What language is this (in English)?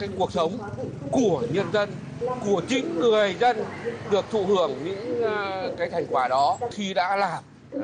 Vietnamese